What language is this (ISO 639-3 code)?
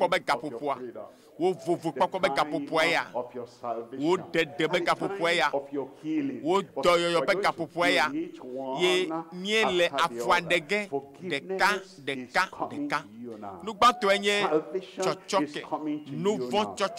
ewe